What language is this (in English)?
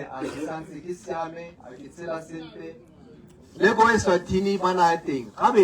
Tswana